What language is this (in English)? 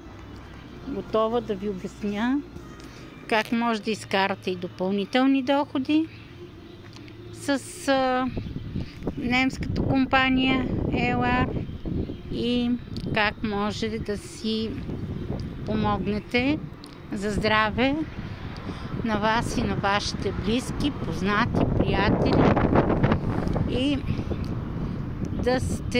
Bulgarian